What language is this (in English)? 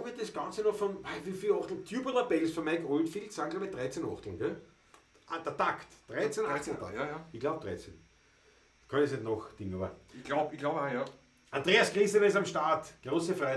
Bavarian